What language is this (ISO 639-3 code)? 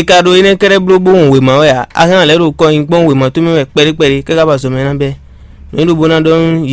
fon